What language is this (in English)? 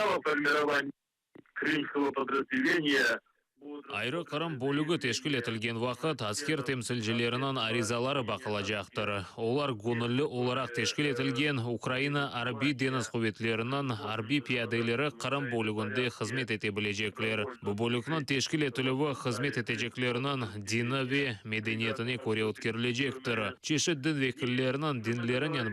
Crimean Tatar